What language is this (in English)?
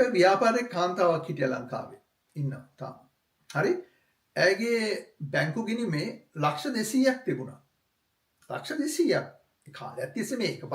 Sinhala